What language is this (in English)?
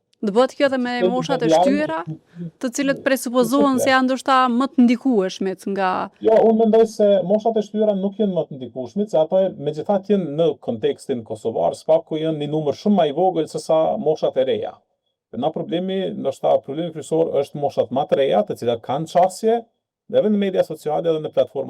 Albanian